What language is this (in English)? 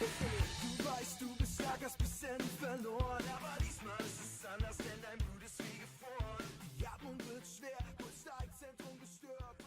Swiss German